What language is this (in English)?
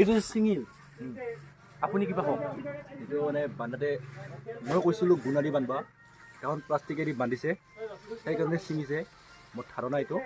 Assamese